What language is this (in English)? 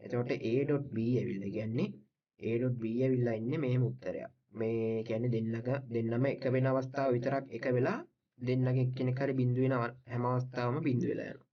Sinhala